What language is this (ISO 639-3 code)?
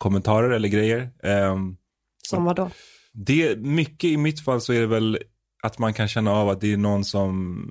swe